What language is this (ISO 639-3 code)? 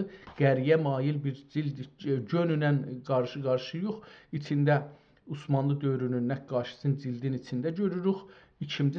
azb